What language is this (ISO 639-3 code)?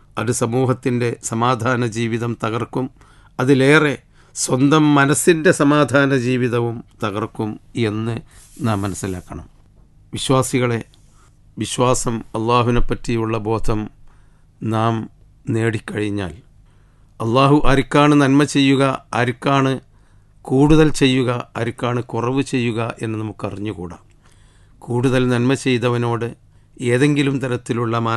mal